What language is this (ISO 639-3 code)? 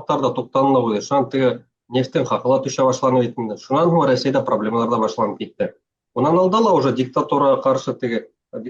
bak